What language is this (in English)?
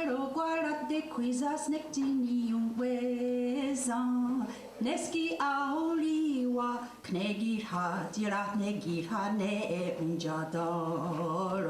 Mohawk